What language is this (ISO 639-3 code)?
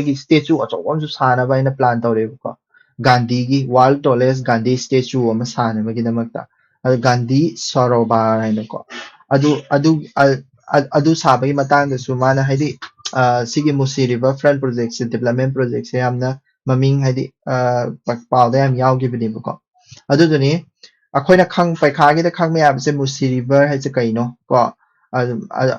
mni